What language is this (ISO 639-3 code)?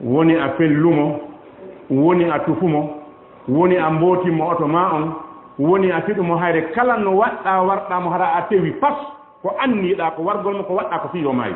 ful